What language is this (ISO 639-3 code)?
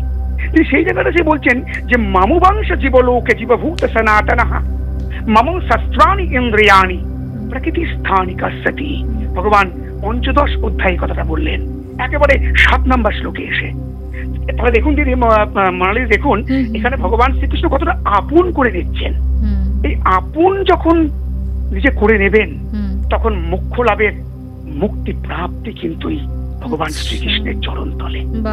ben